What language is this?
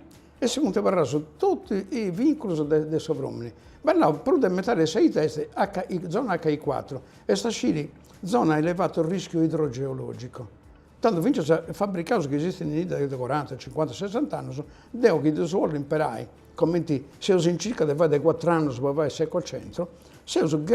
Sardinian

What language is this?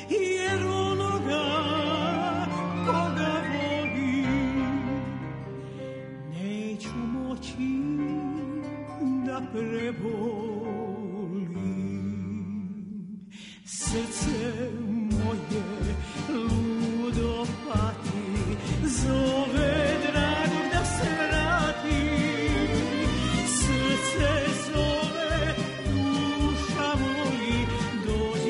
Serbian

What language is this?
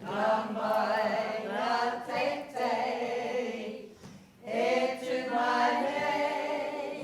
Māori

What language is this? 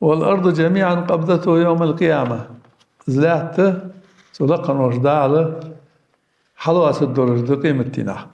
Ingush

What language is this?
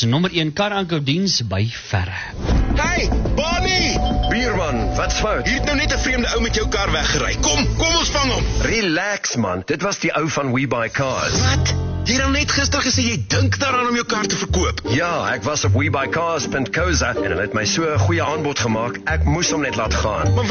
Afrikaans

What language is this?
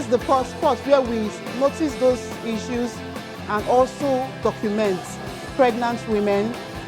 Nigerian Pidgin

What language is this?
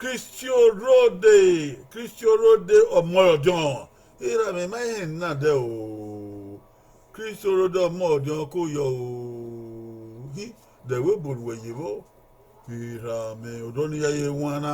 Bini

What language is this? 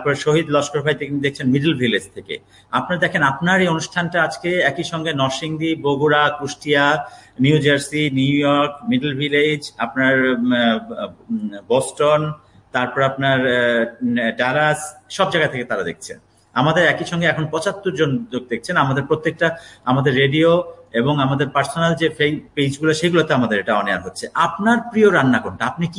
Bangla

